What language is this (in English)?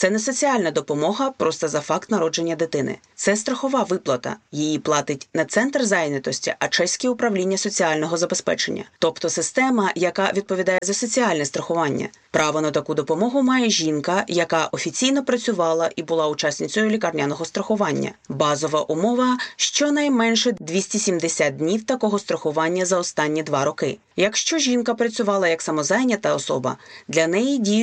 Ukrainian